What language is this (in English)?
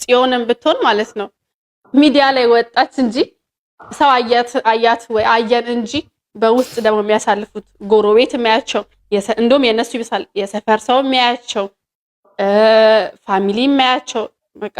Amharic